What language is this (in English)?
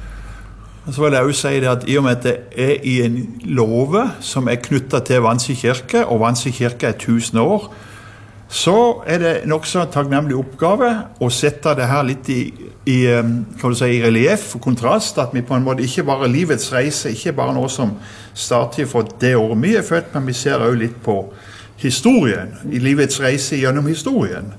Norwegian